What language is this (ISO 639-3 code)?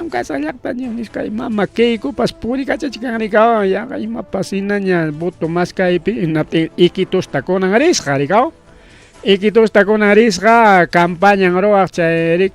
quy